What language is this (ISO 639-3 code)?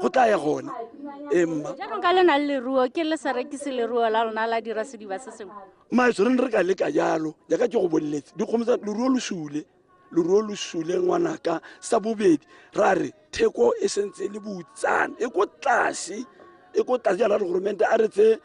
tsn